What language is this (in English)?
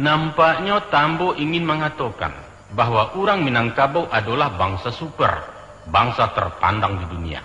Minangkabau